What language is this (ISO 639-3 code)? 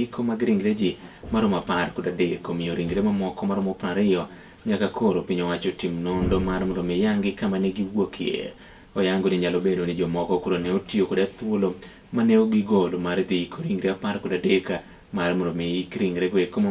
luo